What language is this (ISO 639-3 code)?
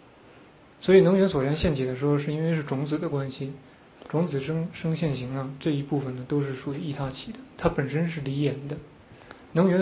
zho